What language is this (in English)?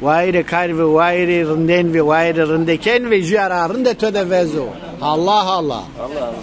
Zaza